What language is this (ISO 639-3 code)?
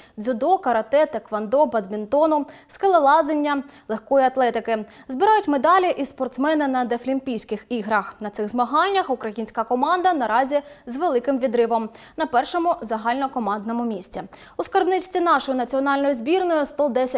ukr